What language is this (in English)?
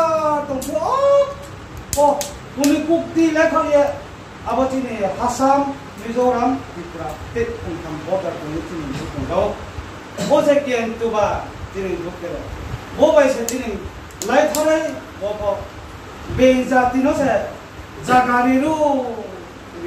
Riang (India)